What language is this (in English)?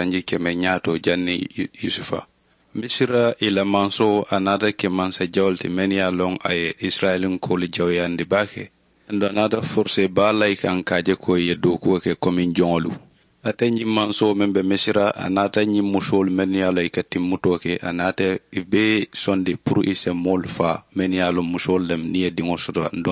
Mandingo